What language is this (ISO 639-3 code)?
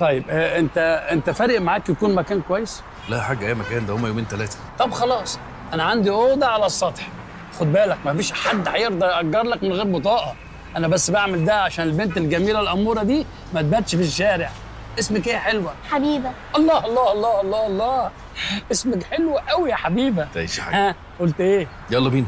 arz